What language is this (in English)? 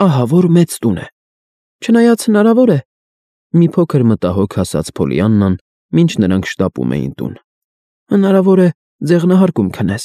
Armenian